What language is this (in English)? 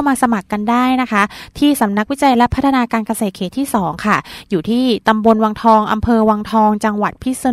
Thai